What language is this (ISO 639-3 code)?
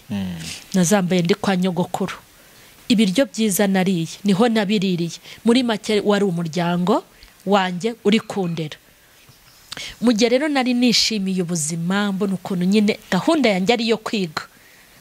kin